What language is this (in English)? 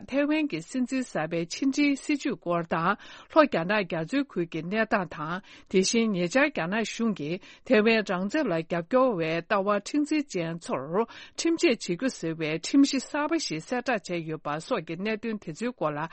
Tibetan